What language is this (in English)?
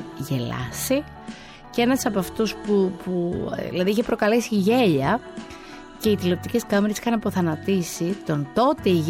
Greek